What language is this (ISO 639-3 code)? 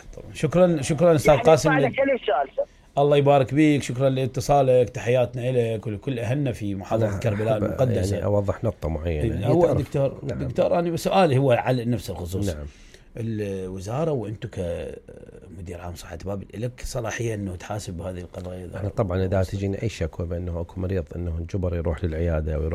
acm